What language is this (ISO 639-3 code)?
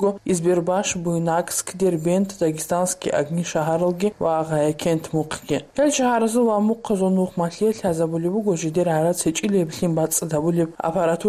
ava